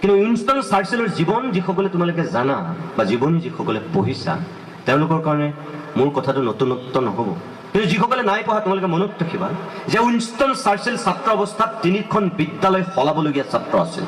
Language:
Assamese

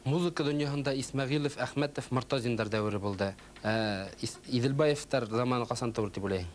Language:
Bashkir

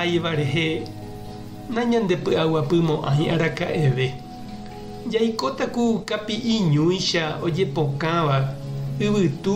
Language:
Guarani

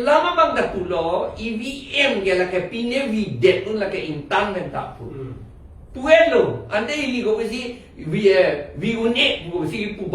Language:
Karbi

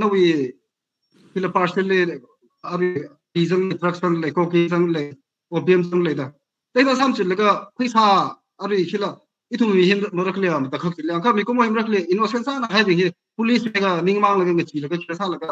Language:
Tangkhul Naga (India)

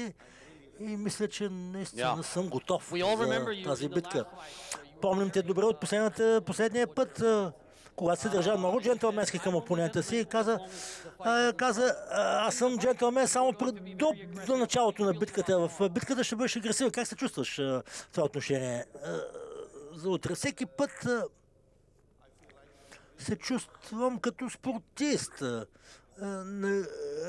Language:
Bulgarian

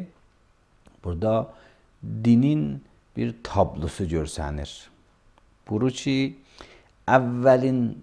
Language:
Azerbaijani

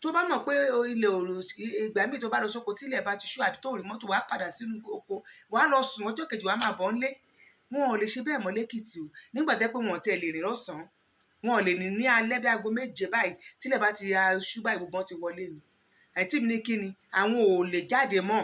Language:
Yoruba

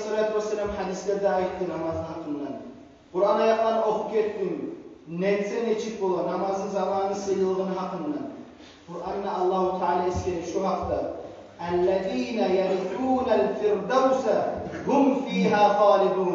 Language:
Kumyk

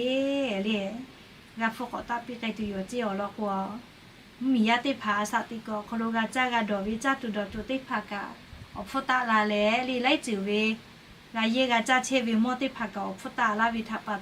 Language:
Lahu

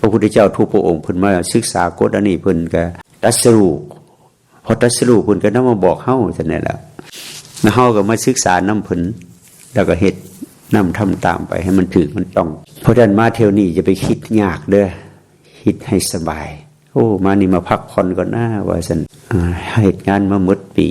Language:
Lao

